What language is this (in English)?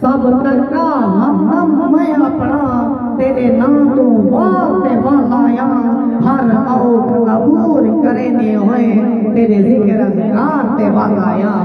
Saraiki